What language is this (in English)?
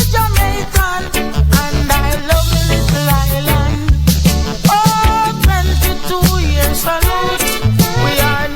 Jamaican Creole English